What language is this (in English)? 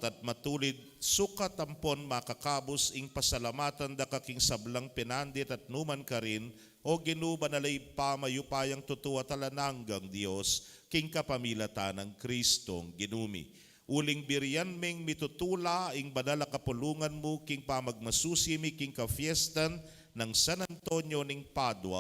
Pampanga